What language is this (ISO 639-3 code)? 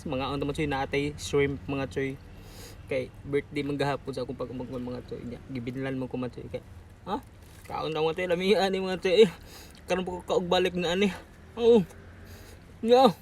ceb